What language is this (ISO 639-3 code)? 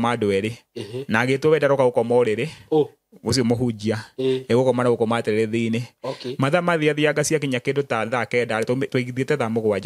kik